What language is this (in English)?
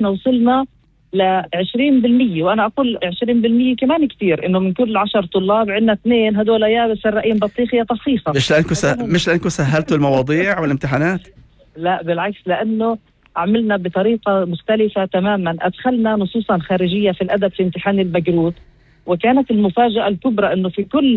North Levantine Arabic